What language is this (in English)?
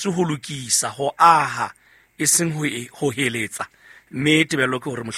Southern Sotho